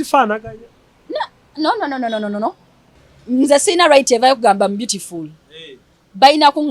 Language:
Ganda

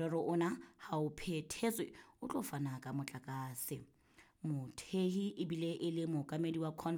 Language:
Southern Sotho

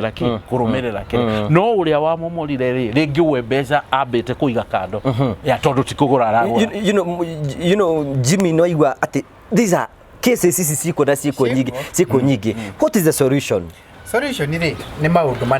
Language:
Kikuyu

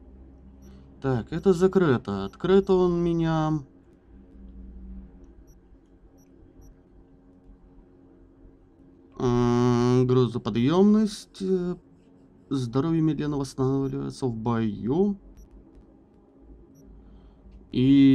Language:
Russian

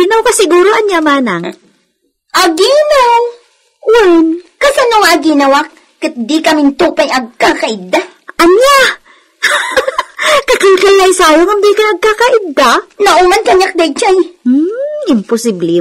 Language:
Iloko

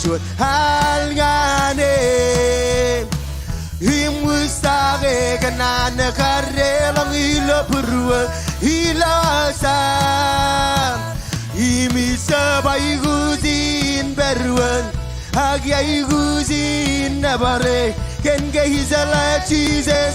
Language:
Marshallese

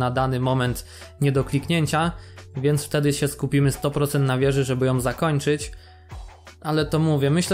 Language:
Polish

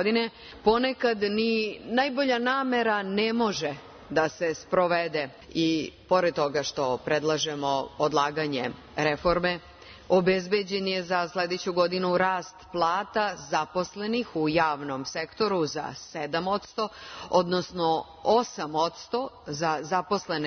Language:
Serbian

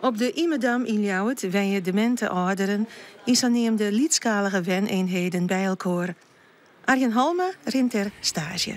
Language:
Western Frisian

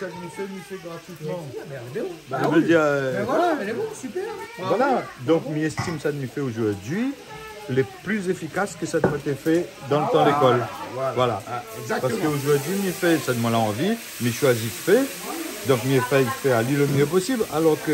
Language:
Réunion Creole French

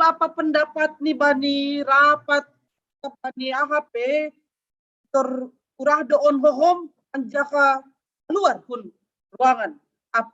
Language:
Batak Simalungun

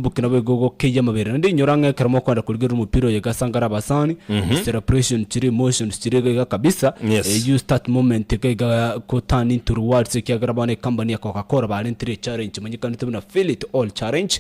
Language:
Gusii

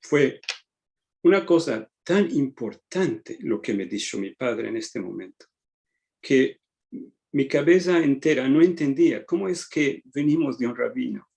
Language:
Ladino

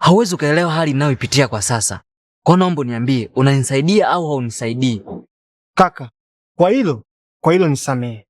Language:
Swahili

